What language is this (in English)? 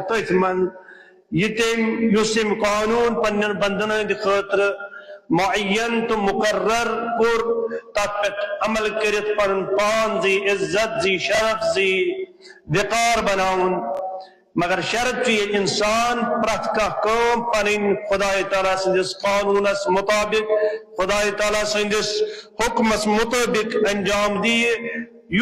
Kashmiri